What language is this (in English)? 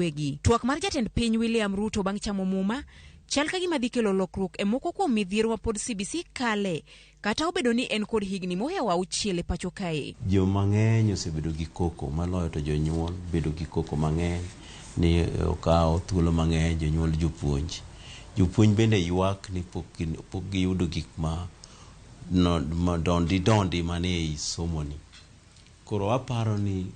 Luo (Kenya and Tanzania)